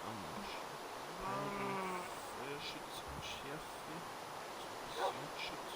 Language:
Bavarian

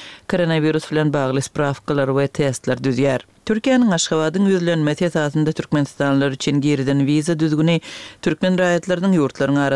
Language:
Turkmen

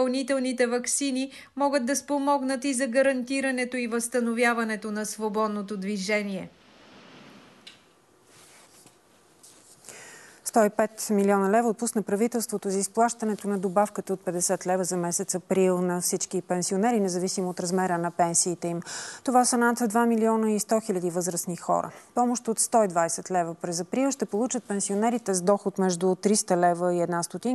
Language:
Bulgarian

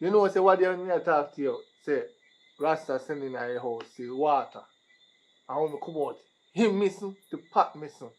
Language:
Jamaican Creole English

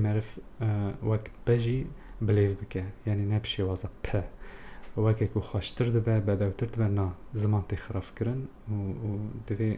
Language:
Kurdish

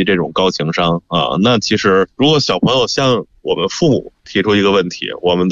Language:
Chinese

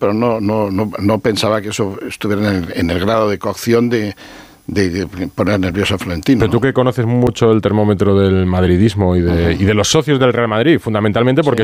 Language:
Spanish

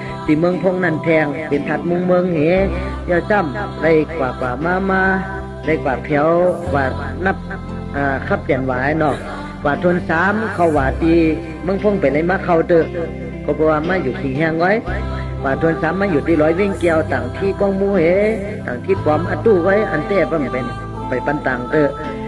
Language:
Shan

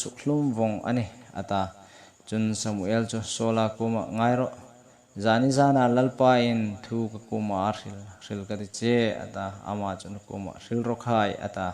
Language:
Hmar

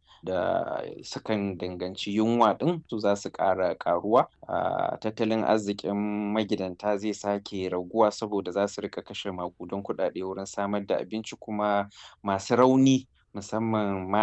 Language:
Hausa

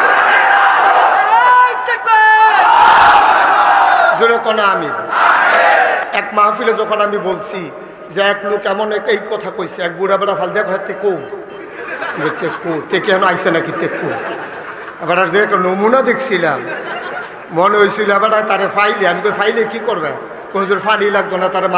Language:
Bangla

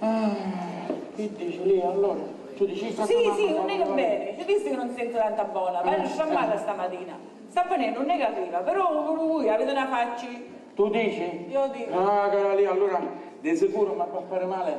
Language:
Sicilian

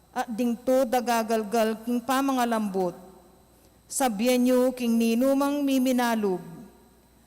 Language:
Pampanga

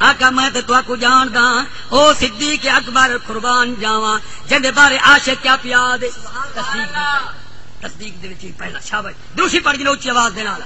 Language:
Saraiki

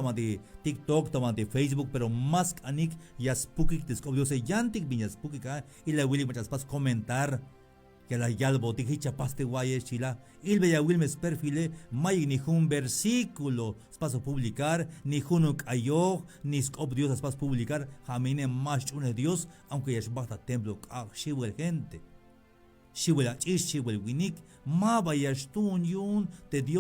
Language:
Tzeltal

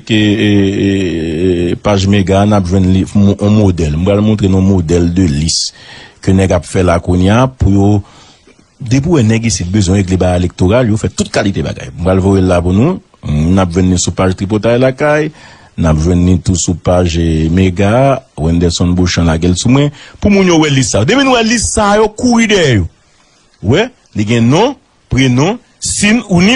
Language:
Haitian Creole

